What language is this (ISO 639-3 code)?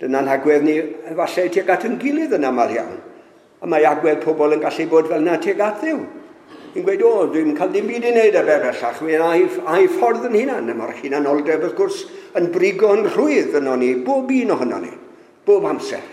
cym